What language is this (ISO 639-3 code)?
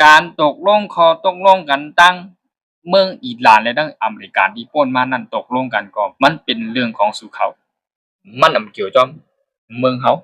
shn